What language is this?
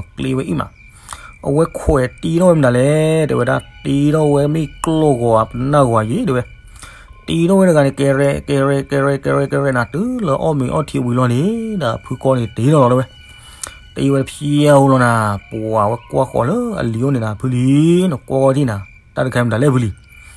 S'gaw Karen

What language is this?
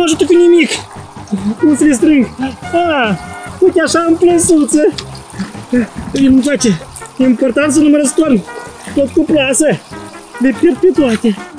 Romanian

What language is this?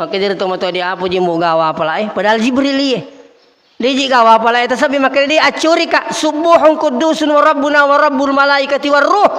Buginese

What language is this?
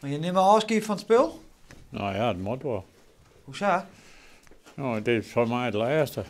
Western Frisian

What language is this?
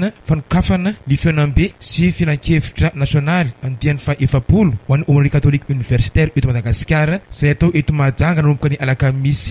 Malagasy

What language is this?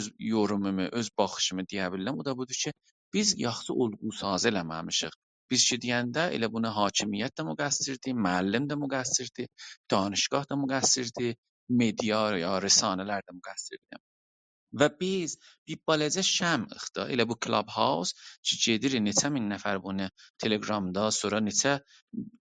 South Azerbaijani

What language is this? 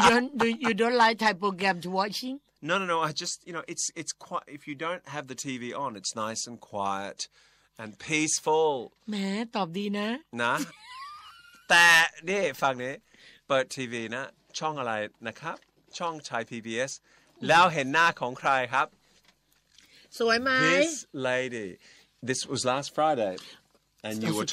Thai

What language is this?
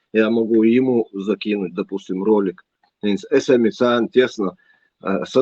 Chechen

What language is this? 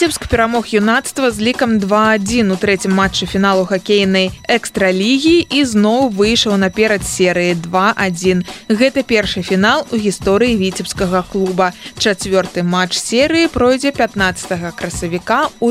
Belarusian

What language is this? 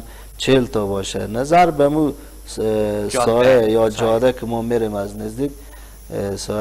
Persian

